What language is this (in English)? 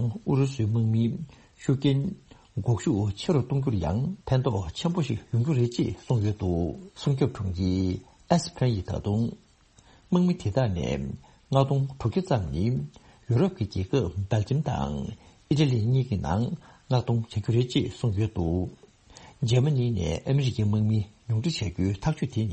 Tibetan